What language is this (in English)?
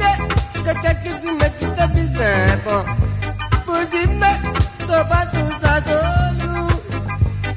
French